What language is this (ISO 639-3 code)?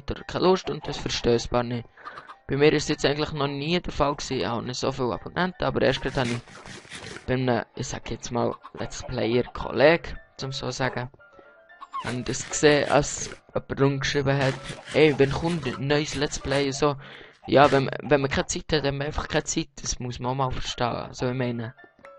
gsw